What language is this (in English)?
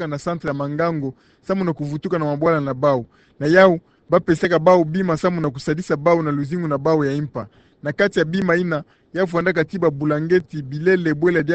Kituba (Democratic Republic of Congo)